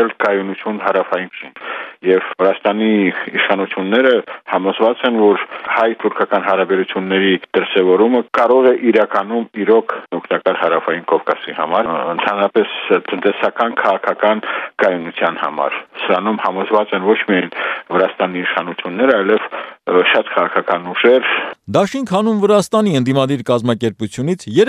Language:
Armenian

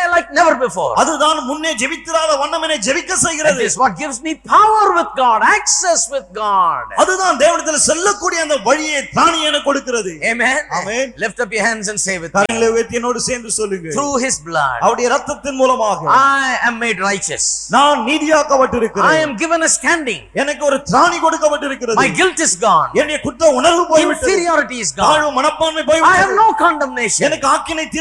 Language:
Tamil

